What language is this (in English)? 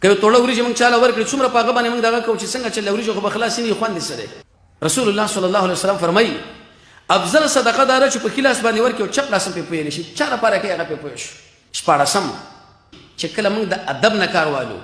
Pashto